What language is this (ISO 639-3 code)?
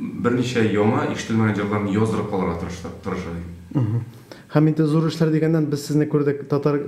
tat